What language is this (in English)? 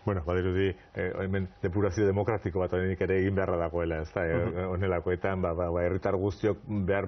Basque